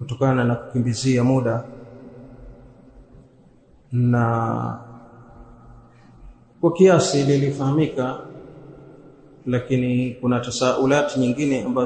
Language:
Swahili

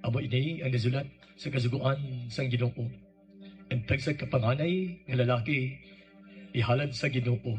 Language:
Hiligaynon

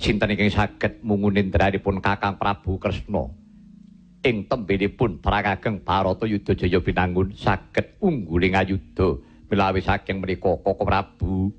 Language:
Javanese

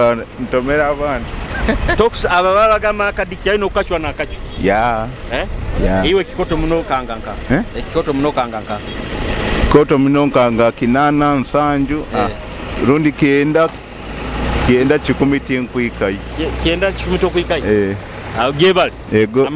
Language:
Nyoro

